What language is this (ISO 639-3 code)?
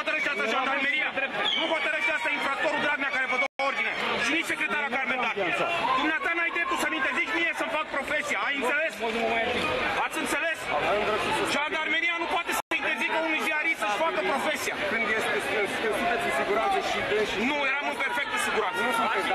ron